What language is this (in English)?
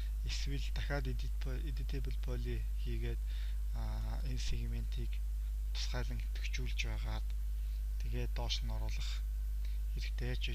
Mongolian